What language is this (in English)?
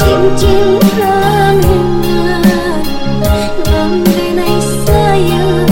Minangkabau